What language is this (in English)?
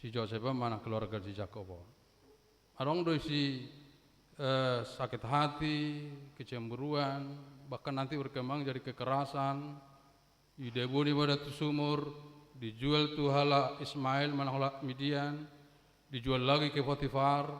Batak Toba